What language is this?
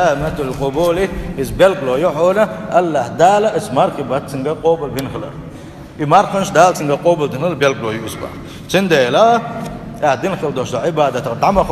Chechen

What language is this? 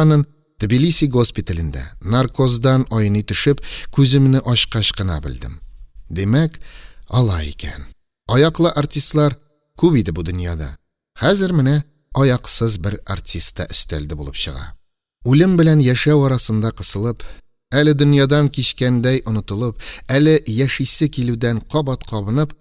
Tatar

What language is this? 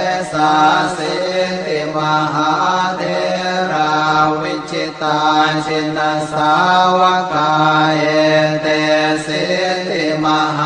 Pali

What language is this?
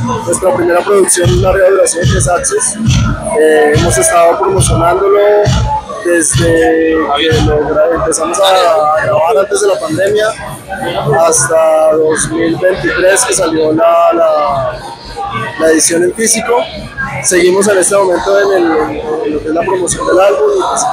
Spanish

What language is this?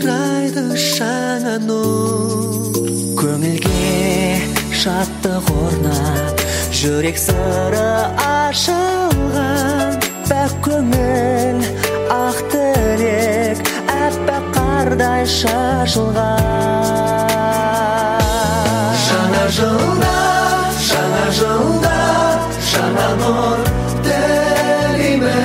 Kazakh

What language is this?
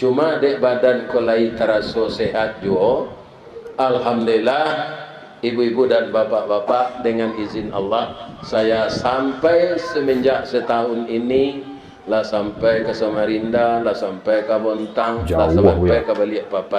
Minangkabau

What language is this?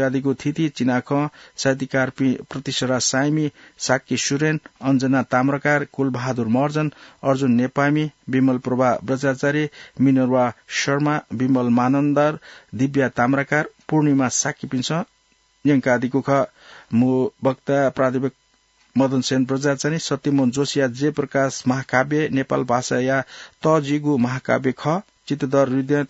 Newari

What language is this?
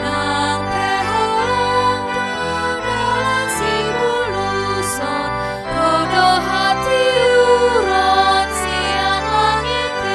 Batak Toba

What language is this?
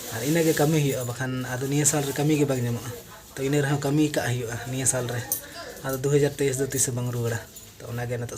Santali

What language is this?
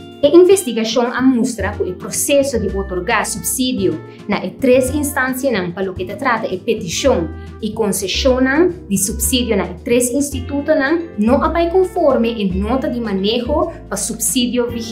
Papiamento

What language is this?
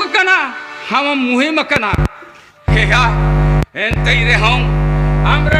Santali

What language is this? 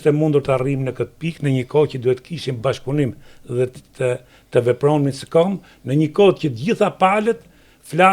Albanian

